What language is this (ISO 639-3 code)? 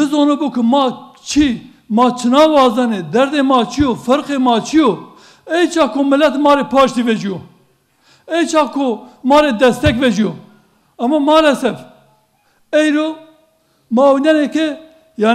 zza